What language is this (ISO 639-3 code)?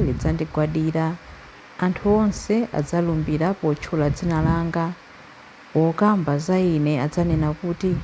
nya